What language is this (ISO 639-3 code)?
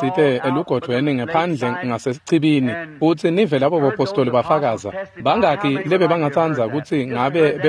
ssw